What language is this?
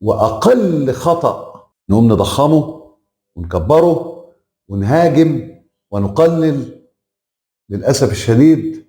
Egyptian Arabic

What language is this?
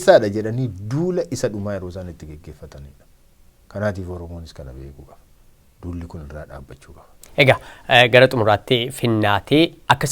Oromo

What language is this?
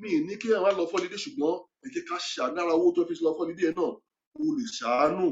Yoruba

